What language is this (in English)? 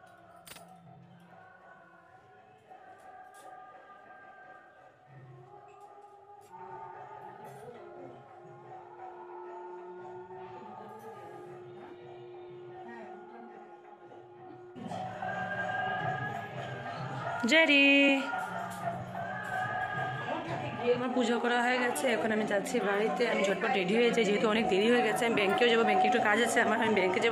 Bangla